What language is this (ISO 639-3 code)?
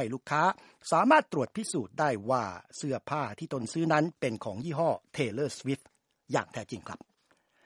tha